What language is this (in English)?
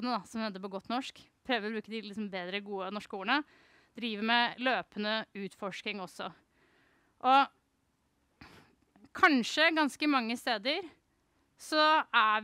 Norwegian